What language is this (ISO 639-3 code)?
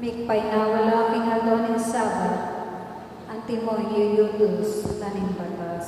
pam